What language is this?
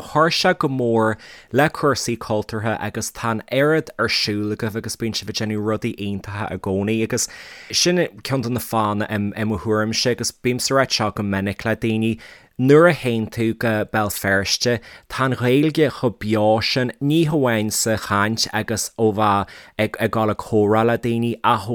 Irish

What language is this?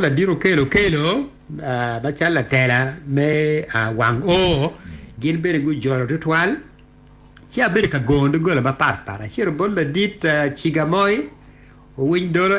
Acoli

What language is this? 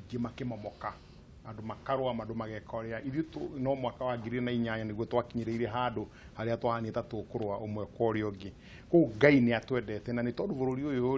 Kikuyu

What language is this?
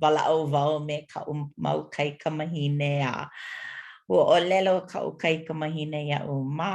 Hawaiian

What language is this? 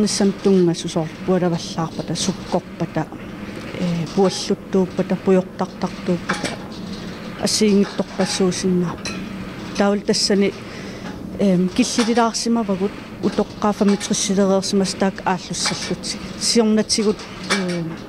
Kalaallisut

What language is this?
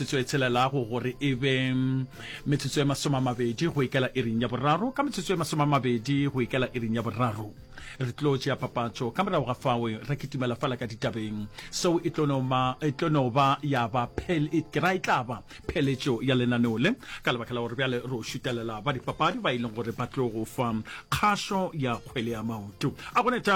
Northern Sotho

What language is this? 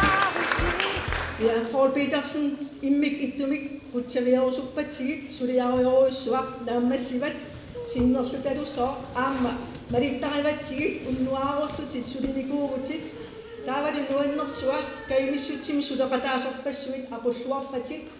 Kalaallisut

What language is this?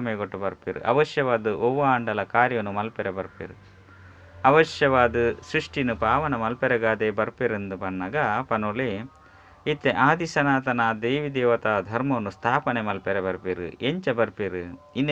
Tulu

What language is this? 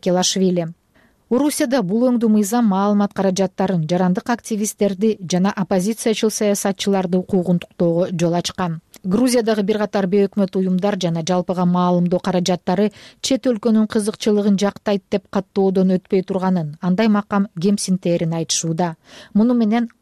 Kyrgyz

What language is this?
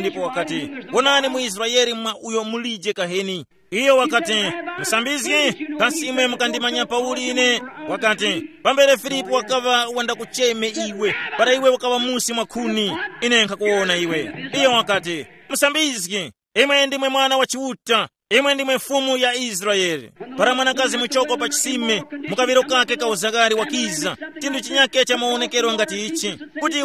Tumbuka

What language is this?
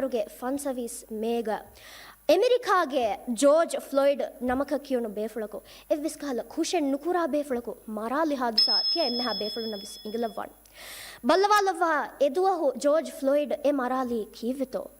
Divehi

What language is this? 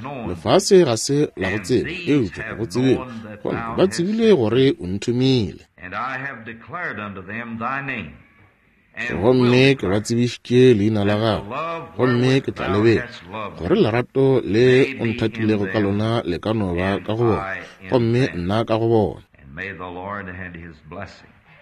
Northern Sotho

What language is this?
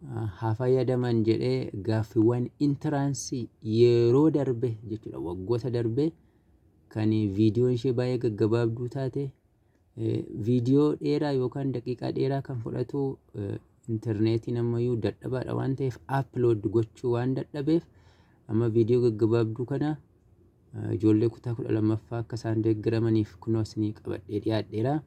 Oromo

